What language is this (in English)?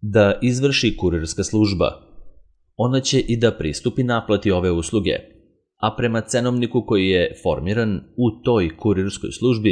Serbian